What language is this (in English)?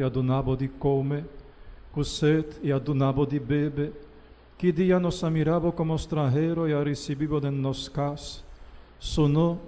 Papiamento